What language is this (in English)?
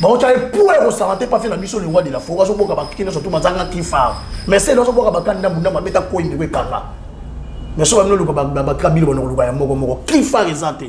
Lingala